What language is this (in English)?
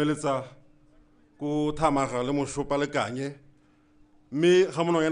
Tswana